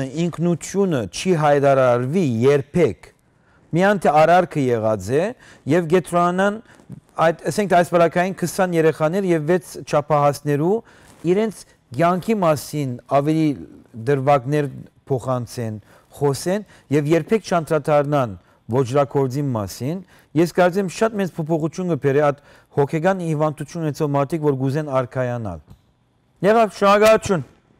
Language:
Western Armenian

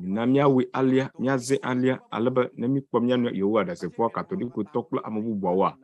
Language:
Ewe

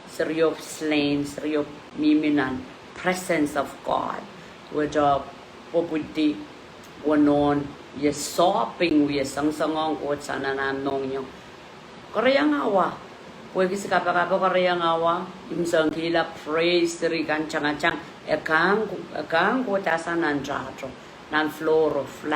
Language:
Pohnpeian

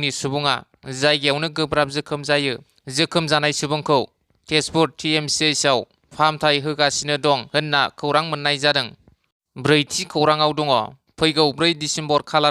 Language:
Bodo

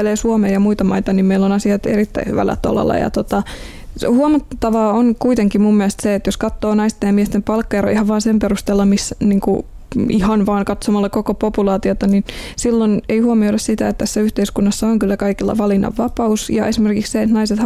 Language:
Finnish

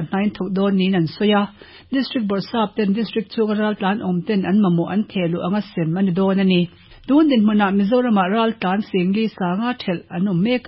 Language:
Mizo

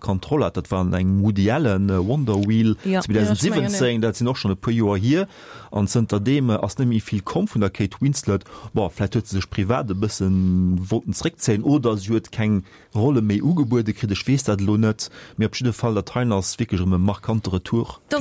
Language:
Luxembourgish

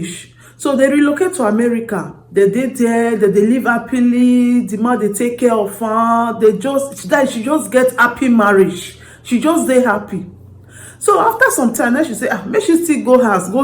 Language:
Nigerian Pidgin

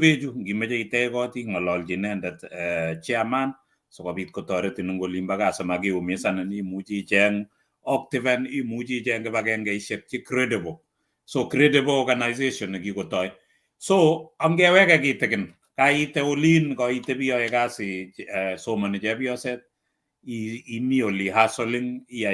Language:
Kalenjin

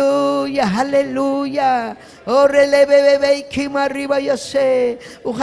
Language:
Ayacucho Quechua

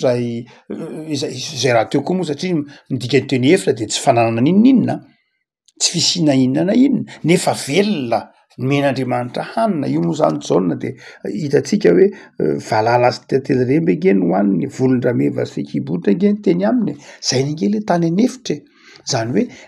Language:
Malagasy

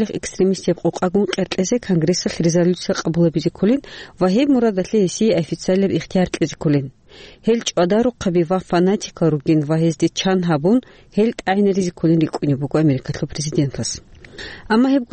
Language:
Avaric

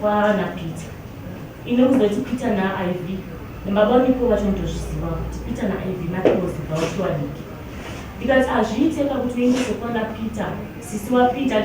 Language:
Shona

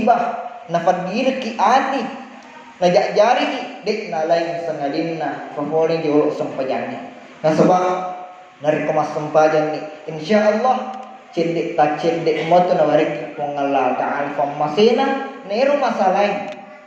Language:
Buginese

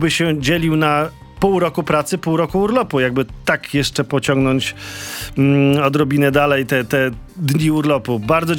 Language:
Polish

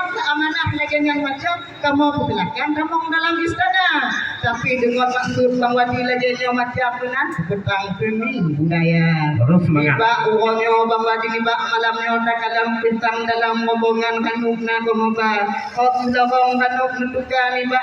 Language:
Achinese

